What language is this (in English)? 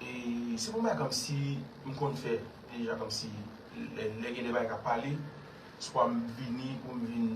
Haitian Creole